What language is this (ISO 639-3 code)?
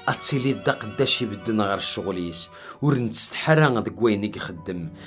kab